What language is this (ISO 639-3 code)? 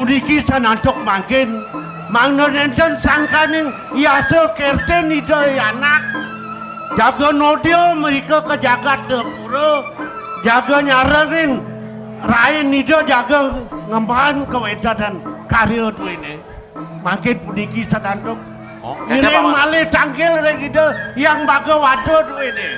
ban